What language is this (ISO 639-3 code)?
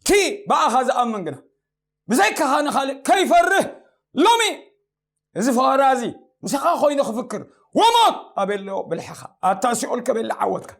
tir